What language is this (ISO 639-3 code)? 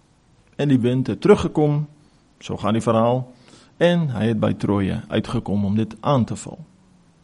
afr